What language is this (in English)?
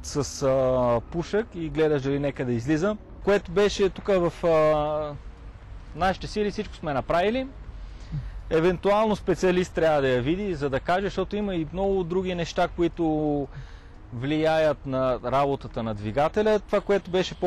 Bulgarian